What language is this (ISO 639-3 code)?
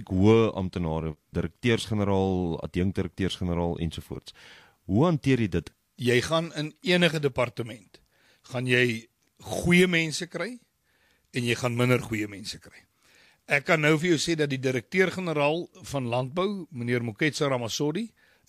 afr